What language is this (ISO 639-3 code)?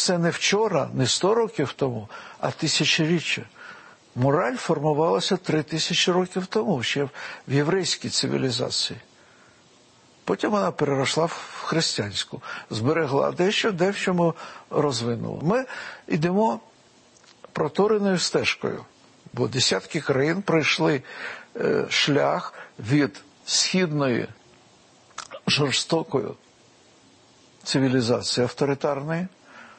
ukr